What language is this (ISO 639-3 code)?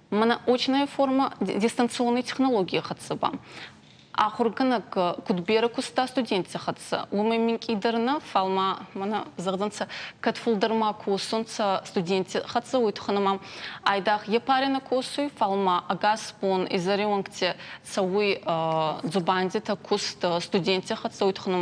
oss